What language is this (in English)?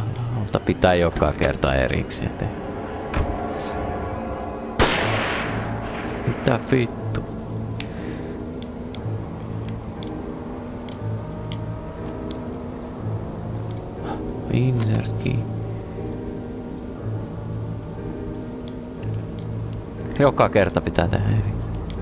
Finnish